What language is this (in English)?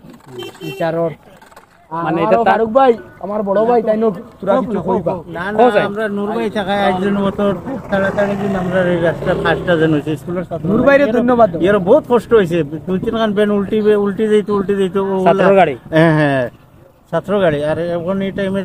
Sylheti